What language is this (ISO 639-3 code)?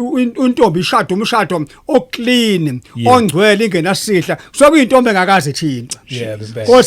zul